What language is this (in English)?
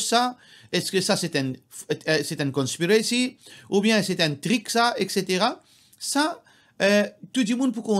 Morisyen